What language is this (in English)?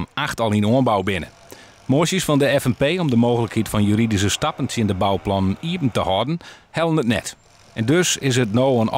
Western Frisian